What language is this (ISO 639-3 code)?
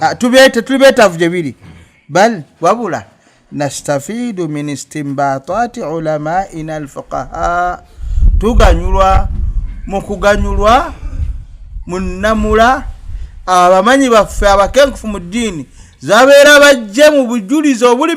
lug